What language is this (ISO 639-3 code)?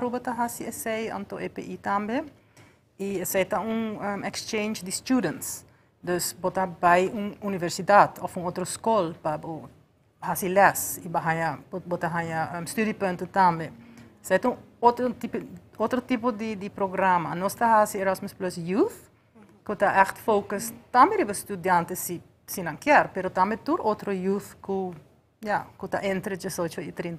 pap